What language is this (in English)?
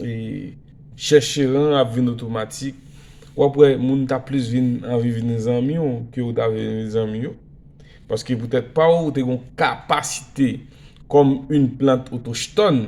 Haitian Creole